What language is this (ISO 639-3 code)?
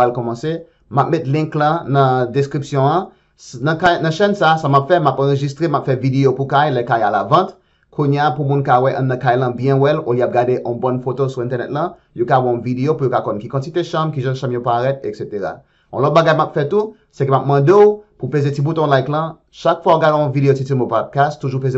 hat